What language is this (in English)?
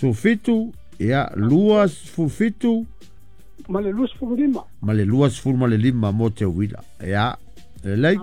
Samoan